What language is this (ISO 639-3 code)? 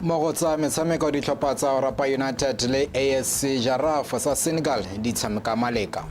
tsn